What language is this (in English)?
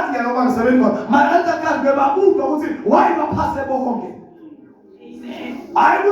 Zulu